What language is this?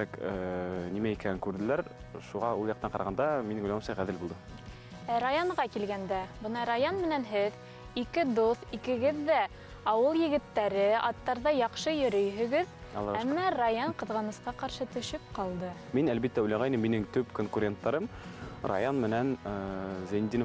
Bashkir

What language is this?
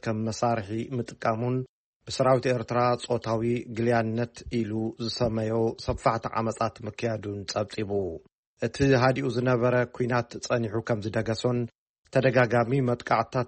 Tigrinya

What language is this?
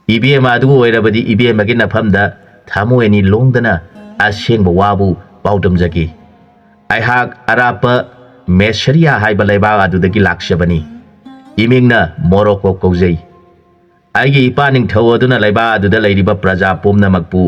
Manipuri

